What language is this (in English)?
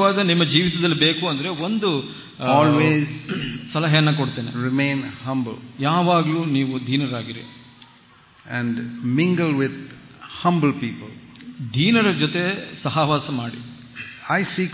Kannada